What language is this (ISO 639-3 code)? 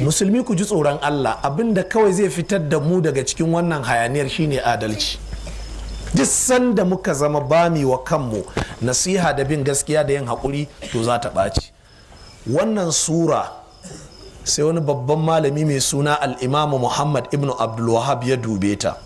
hau